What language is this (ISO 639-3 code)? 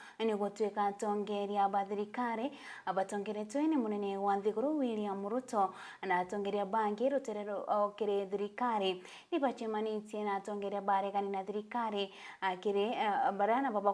mer